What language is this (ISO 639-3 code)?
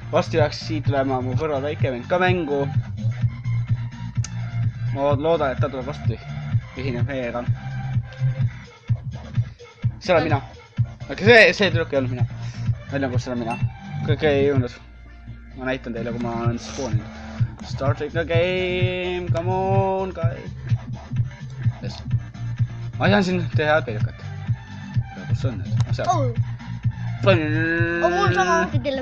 est